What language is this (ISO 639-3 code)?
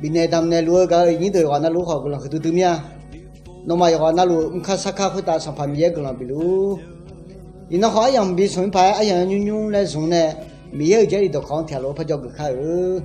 ahk